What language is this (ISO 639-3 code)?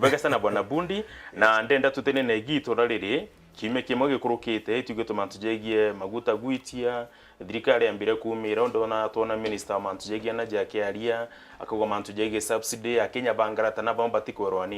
mer